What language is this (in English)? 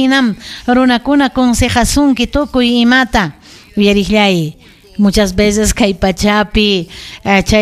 Ayacucho Quechua